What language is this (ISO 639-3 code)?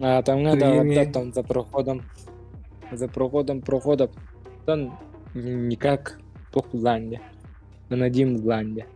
sah